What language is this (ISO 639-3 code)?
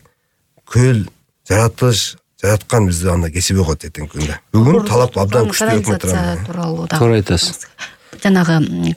kir